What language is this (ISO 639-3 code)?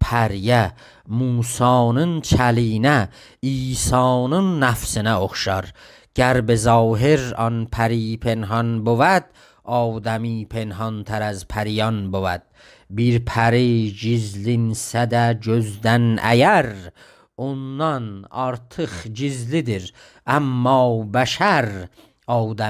azb